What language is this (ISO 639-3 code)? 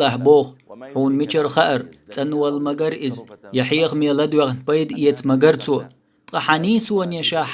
che